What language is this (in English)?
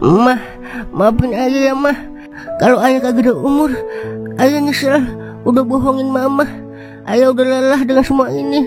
Betawi